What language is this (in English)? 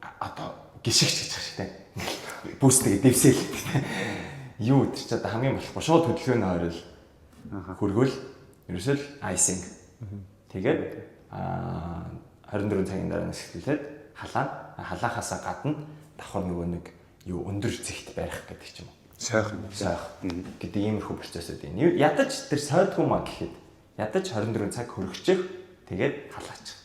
Mongolian